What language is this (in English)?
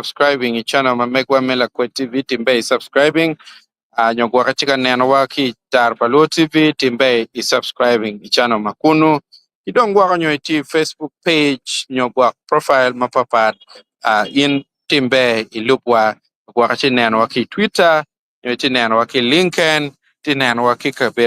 Acoli